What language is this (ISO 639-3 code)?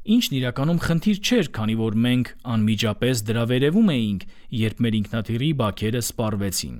hye